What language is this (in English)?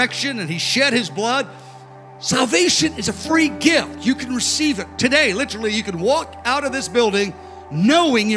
English